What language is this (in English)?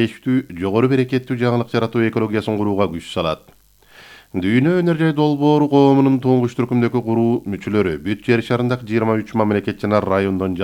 Kyrgyz